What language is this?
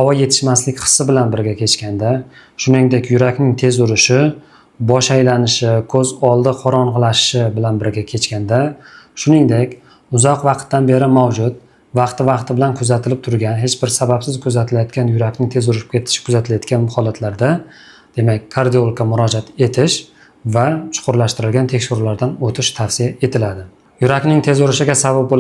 Uzbek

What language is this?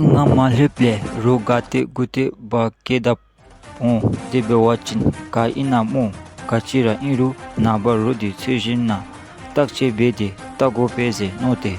Dzongkha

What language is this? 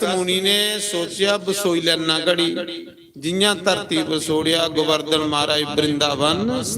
Dogri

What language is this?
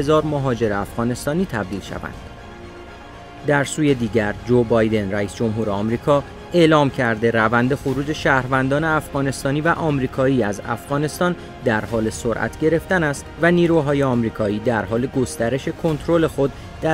Persian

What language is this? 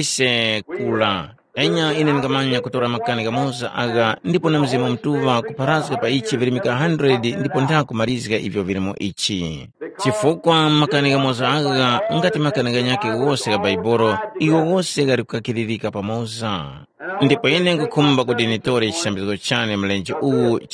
Tumbuka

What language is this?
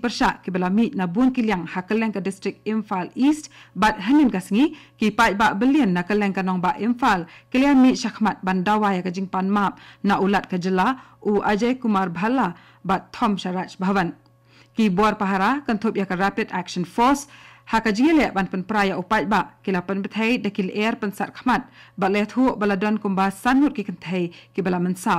Khasi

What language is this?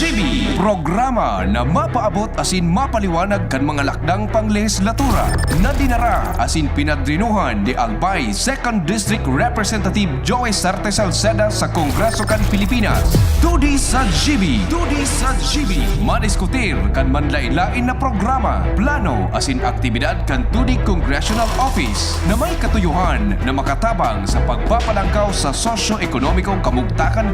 Bikol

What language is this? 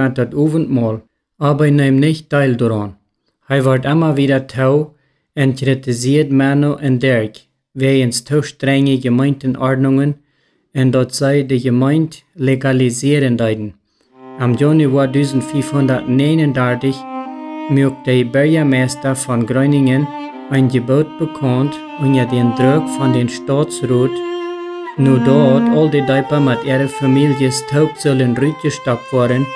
Plautdietsch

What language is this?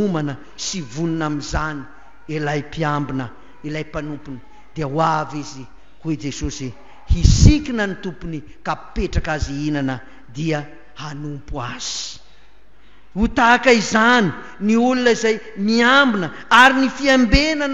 Malagasy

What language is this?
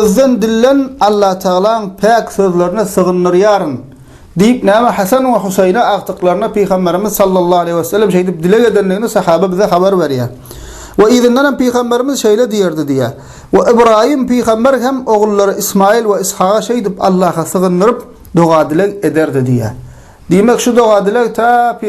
Turkmen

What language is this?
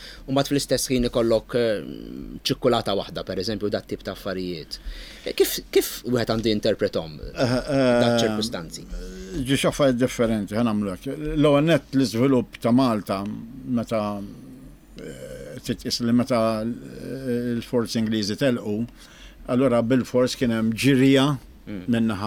Maltese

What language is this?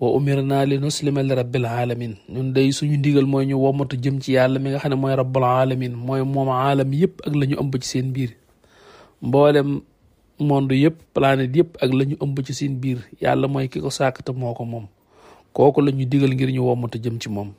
Wolof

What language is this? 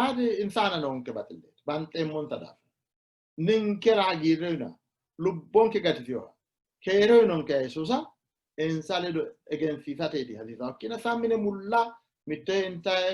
Sidamo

